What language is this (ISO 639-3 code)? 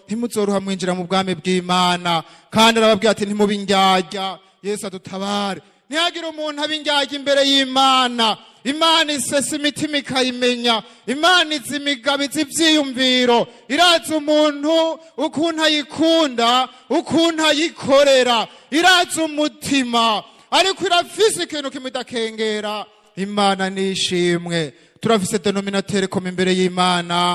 run